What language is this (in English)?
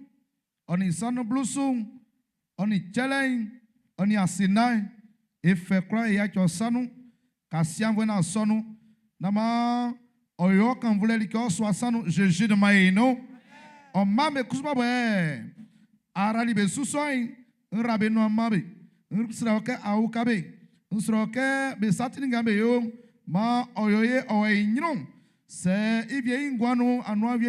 Baoulé